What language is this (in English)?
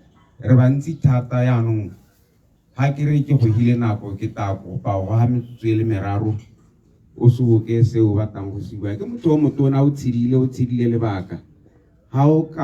Tswana